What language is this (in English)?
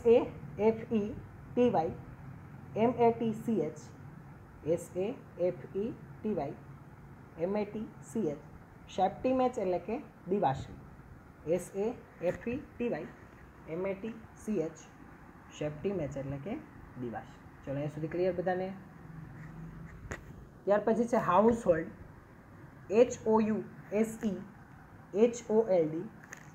Gujarati